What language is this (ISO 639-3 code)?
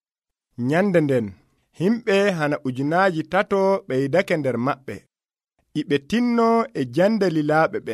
fuv